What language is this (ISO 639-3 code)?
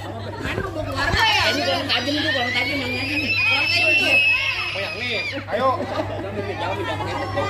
bew